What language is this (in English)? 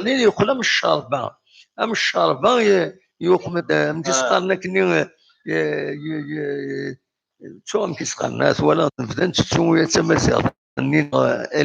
Kabyle